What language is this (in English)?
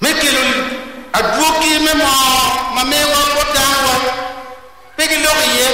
Acoli